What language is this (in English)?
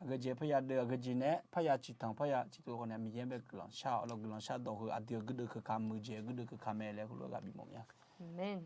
Akha